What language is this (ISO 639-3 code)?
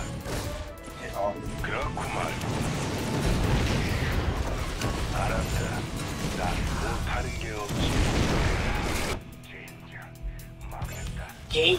kor